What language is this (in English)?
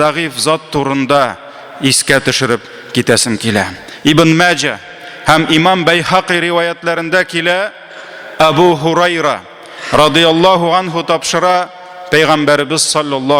Tatar